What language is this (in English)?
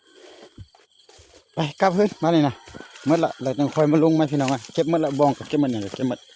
Lao